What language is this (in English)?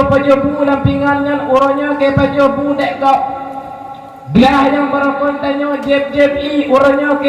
Achinese